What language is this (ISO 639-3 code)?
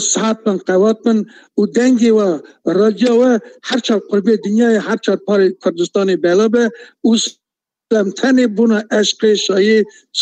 kur